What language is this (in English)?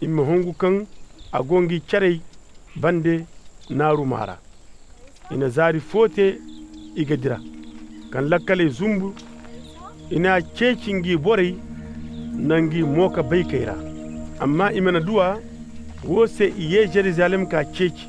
Koyraboro Senni